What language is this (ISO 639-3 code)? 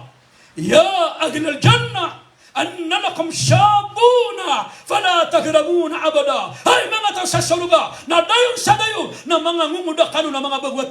mrw